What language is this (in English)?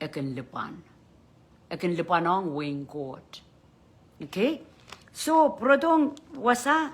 Pohnpeian